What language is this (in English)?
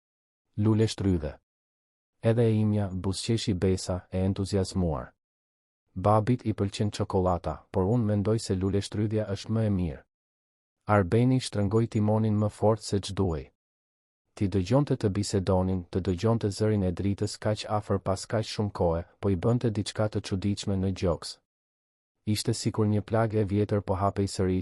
Albanian